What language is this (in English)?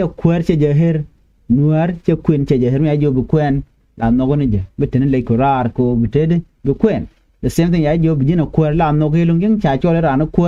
Nuer